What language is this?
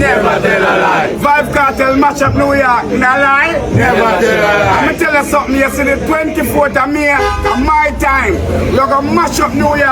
Jamaican Creole English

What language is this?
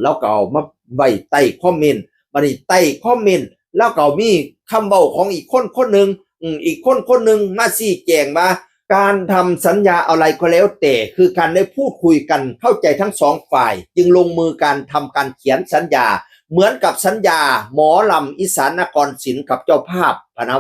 Northeastern Thai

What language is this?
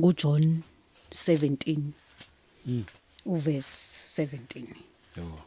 Zulu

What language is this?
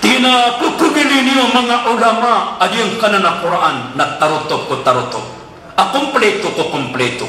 Maranao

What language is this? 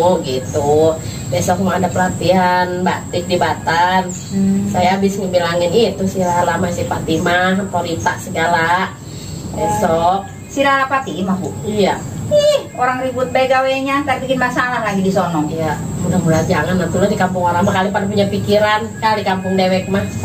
Betawi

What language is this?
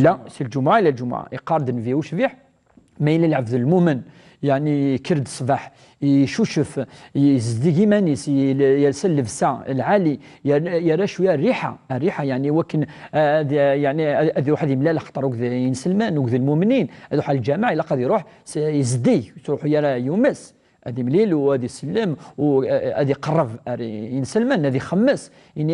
Kabyle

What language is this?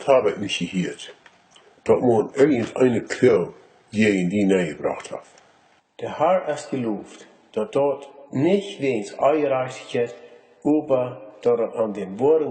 Plautdietsch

